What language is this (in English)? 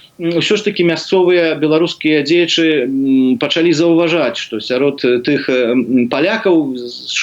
Belarusian